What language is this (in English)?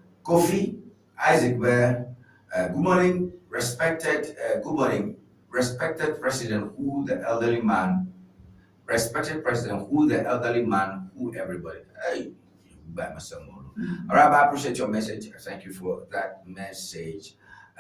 Ewe